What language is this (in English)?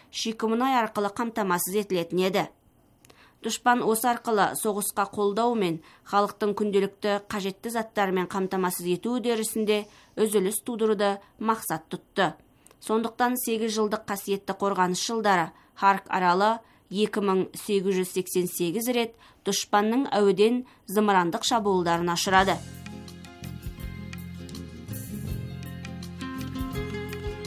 Kazakh